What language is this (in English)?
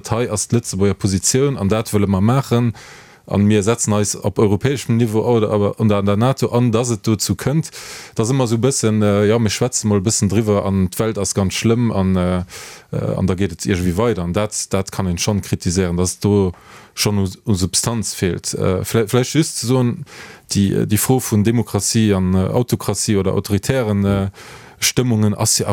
Luxembourgish